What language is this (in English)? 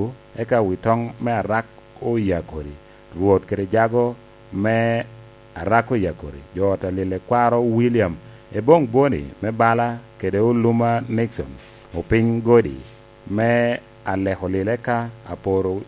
Lango (Uganda)